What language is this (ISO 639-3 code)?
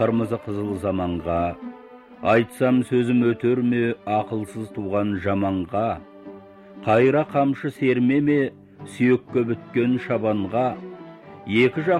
kaz